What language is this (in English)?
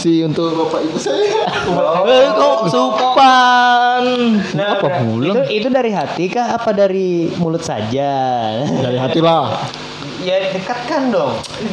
Indonesian